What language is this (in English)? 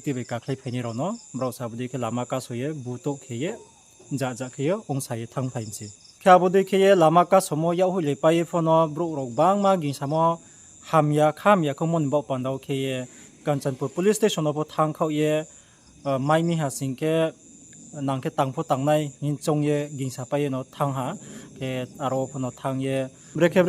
Riang (India)